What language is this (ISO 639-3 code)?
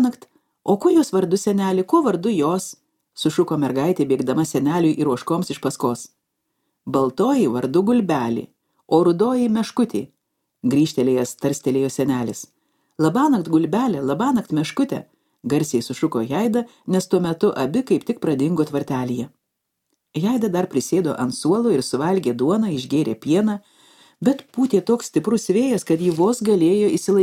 lit